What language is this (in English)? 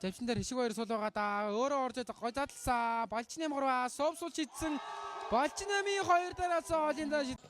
Mongolian